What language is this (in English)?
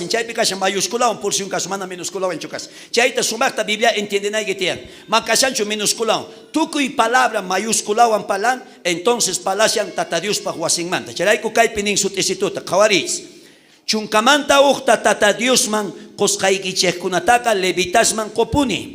South Bolivian Quechua